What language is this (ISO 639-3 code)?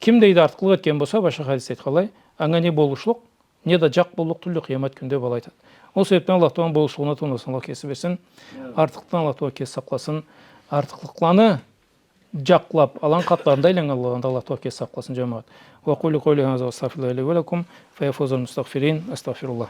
krc